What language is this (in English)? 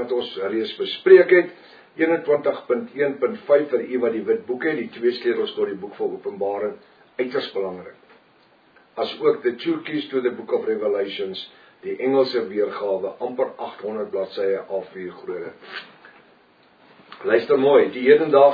Afrikaans